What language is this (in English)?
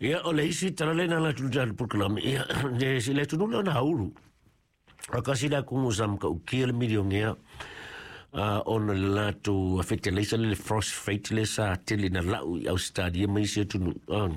Samoan